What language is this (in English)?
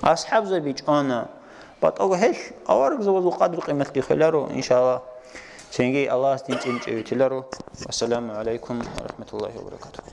Avaric